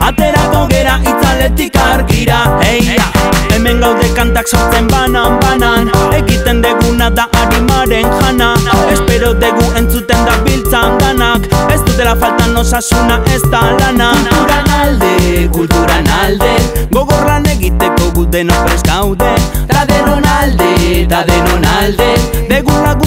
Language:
Basque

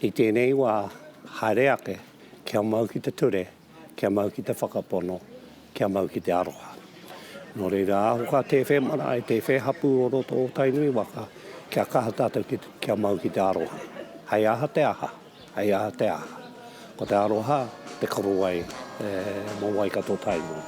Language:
Māori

